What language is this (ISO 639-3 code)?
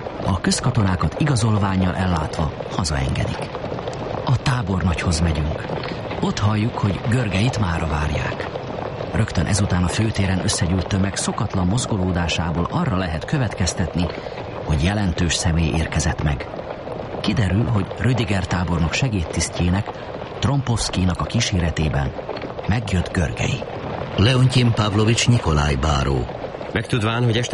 hun